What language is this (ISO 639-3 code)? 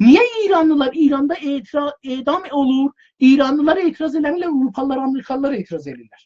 azb